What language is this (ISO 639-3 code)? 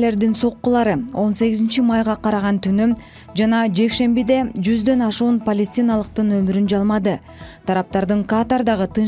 kir